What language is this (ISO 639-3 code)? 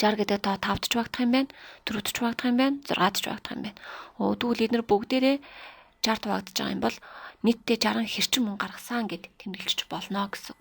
mon